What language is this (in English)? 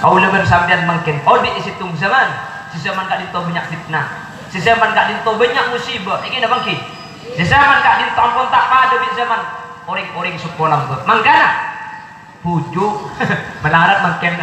Madurese